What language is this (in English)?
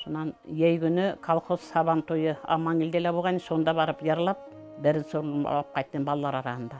Bashkir